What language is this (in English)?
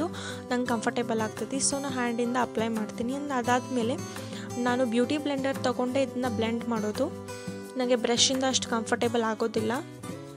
Kannada